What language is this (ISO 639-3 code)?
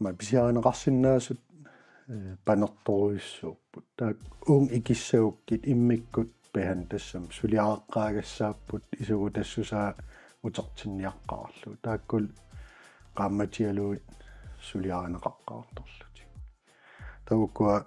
kal